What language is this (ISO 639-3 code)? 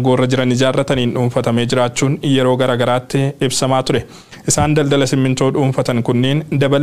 orm